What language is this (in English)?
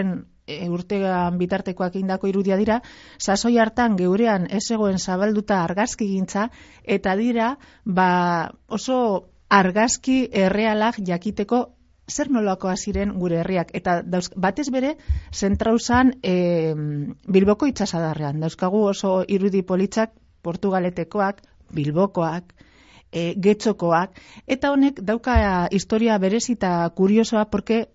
Basque